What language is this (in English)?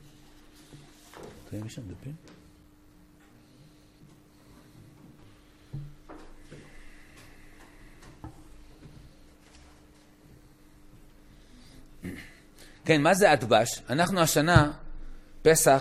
Hebrew